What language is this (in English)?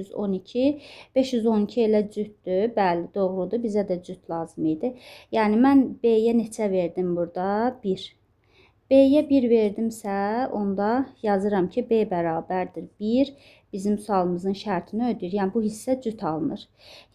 Azerbaijani